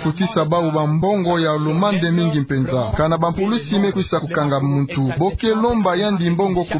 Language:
Kituba (Democratic Republic of Congo)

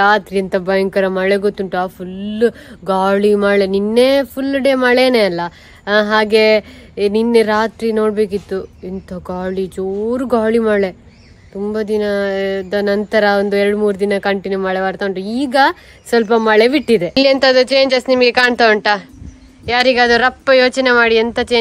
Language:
Kannada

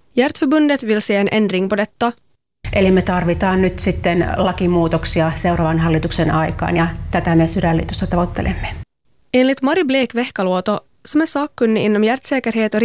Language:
Swedish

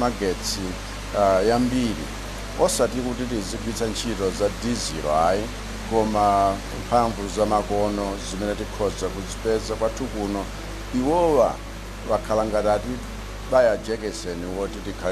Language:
Nyanja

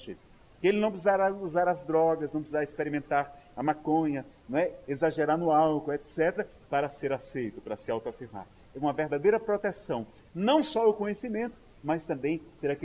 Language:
Portuguese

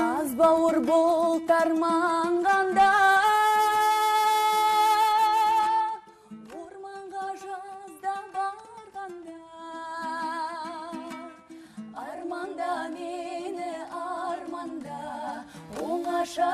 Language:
Kazakh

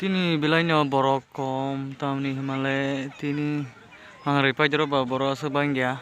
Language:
Kok Borok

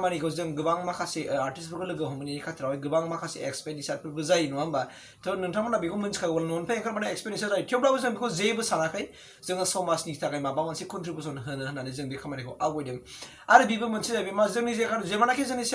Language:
Bodo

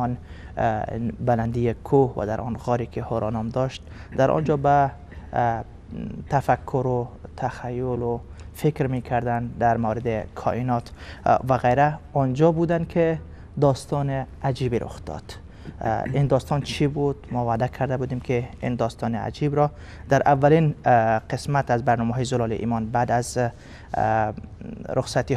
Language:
Persian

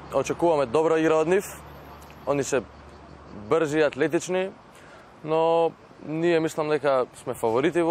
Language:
Macedonian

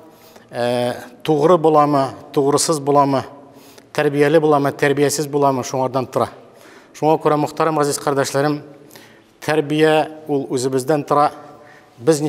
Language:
Bashkir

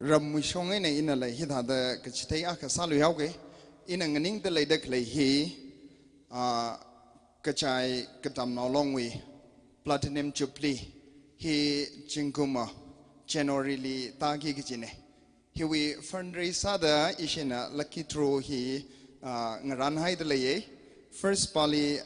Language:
Tangkhul Naga (India)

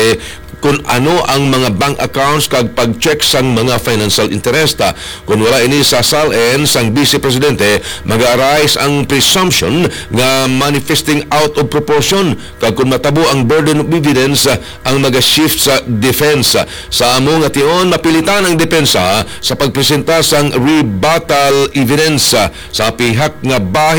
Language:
Hiligaynon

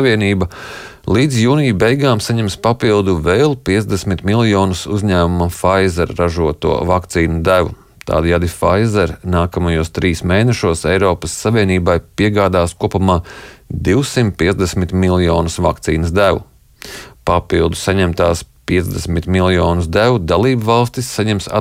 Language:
Latvian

